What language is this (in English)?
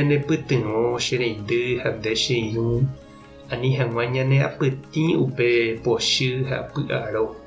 Guarani